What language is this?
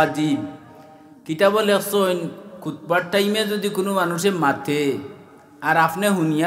Sylheti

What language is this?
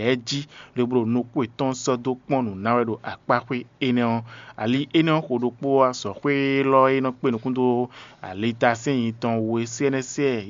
Fon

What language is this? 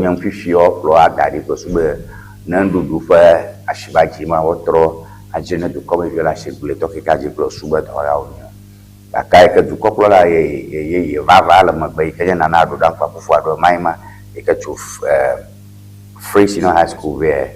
Ewe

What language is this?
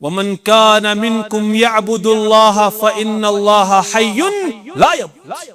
Kashmiri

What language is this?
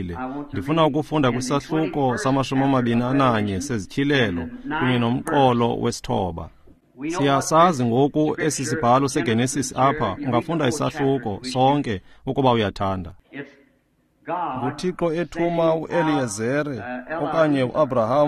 Xhosa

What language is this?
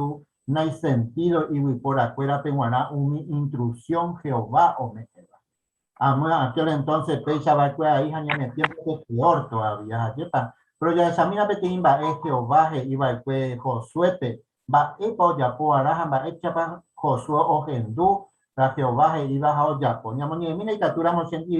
Guarani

